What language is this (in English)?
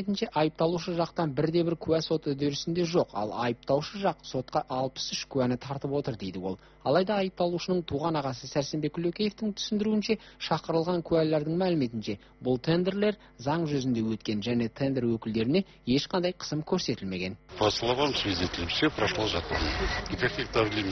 Kazakh